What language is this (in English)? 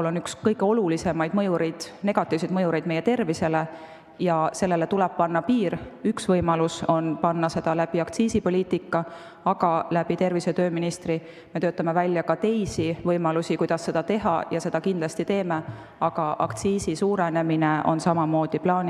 Estonian